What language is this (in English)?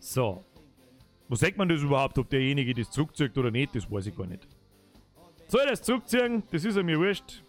Bavarian